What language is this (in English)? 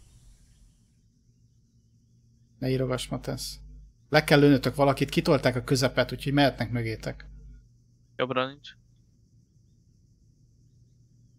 Hungarian